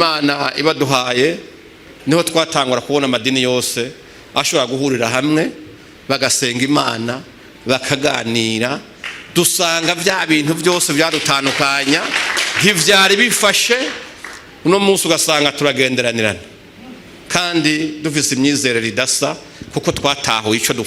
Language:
Rundi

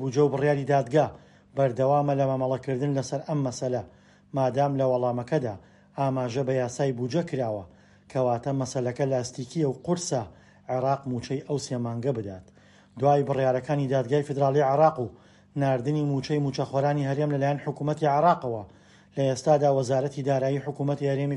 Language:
Central Kurdish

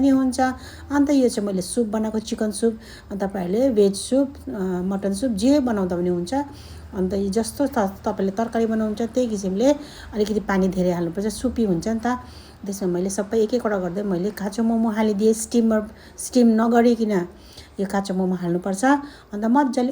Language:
Nepali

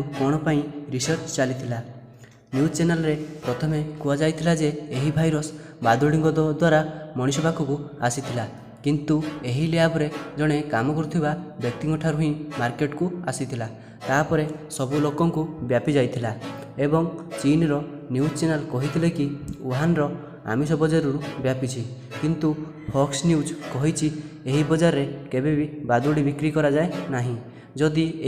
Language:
Odia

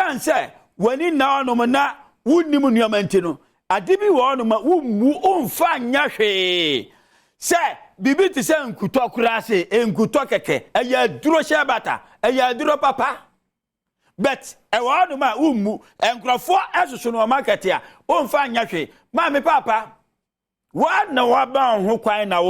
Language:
Akan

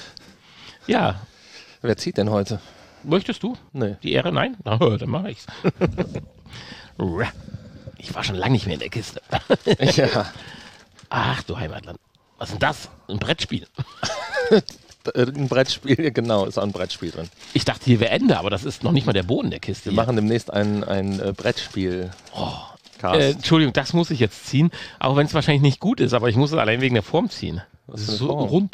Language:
German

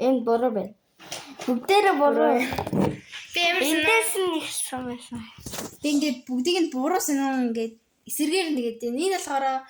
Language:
Mongolian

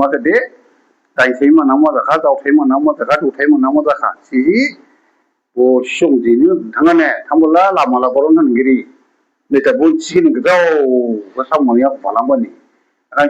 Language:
Dimasa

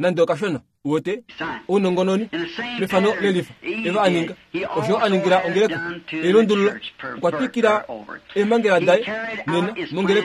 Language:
Kuanyama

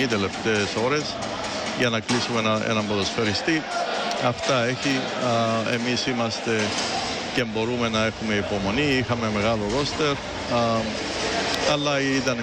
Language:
Greek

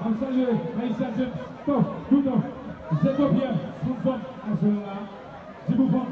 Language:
Haitian Creole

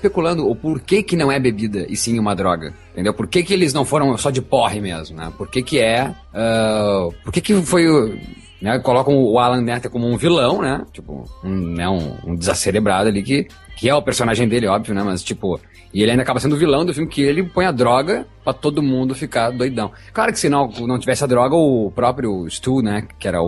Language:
Portuguese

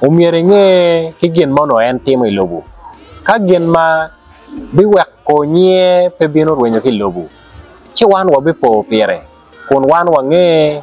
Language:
Acoli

